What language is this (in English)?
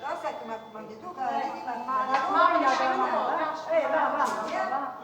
Neapolitan